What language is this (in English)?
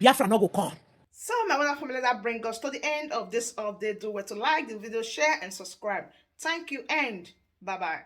Nigerian Pidgin